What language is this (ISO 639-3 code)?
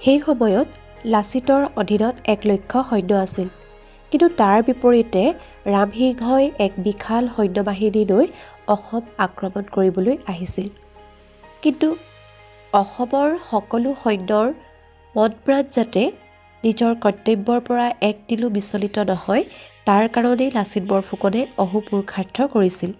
asm